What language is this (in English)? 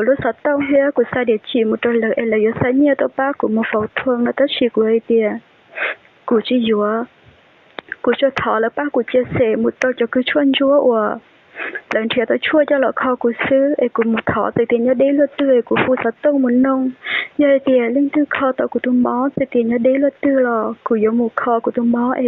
Hmong